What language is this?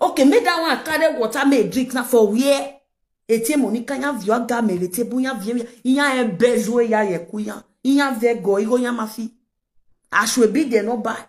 Nigerian Pidgin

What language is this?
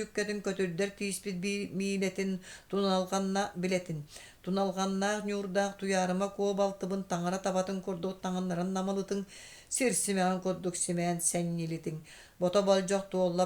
Yakut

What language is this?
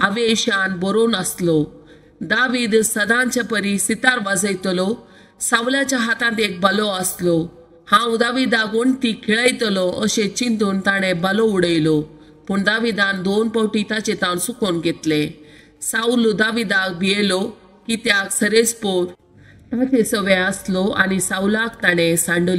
Konkani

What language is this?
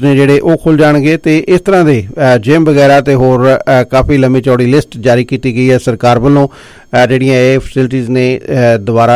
Punjabi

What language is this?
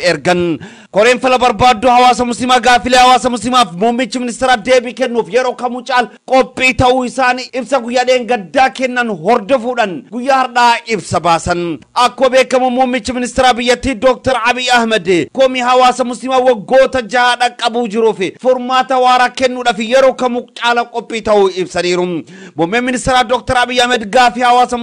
Oromo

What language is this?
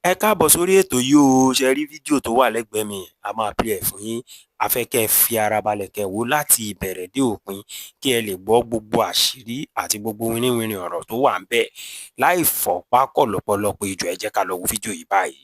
Yoruba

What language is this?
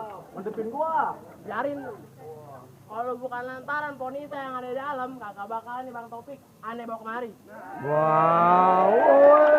Betawi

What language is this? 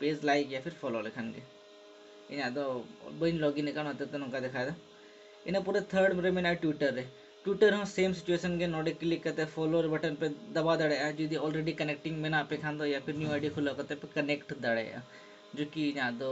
Santali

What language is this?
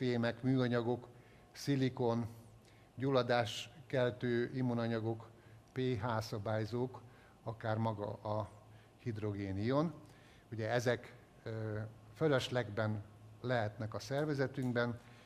Hungarian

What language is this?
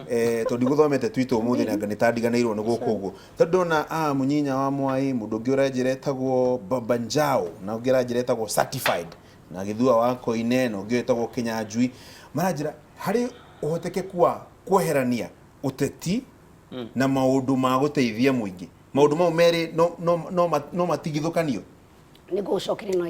Kikuyu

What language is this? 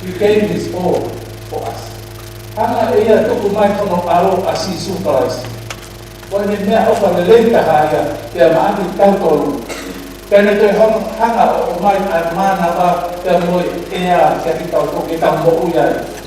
Tongan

